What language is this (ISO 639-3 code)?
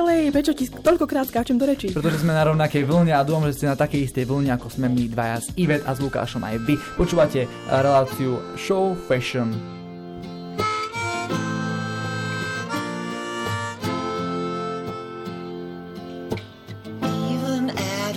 slk